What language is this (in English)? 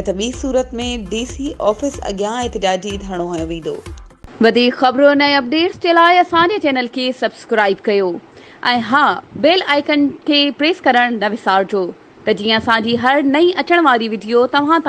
Sindhi